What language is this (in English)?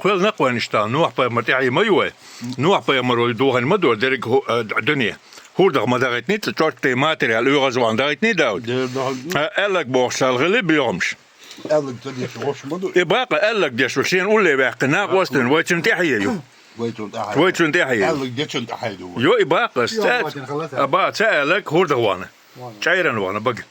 Chechen